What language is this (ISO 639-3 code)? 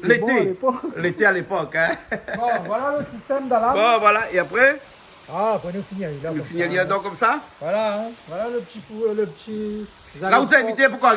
rcf